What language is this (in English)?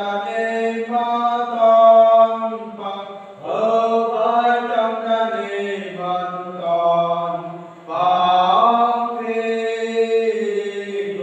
Central Mnong